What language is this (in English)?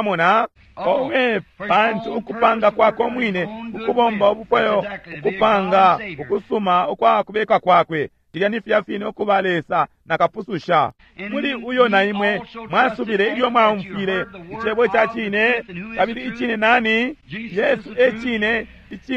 Bemba